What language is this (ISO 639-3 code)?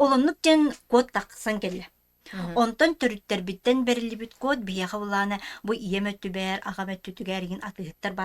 sah